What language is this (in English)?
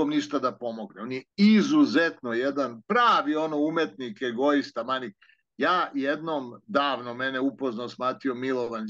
Serbian